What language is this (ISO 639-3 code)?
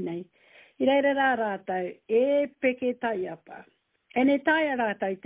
mri